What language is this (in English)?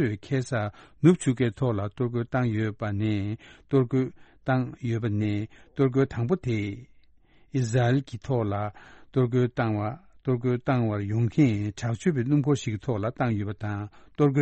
Tibetan